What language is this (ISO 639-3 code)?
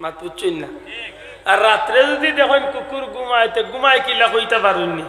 syl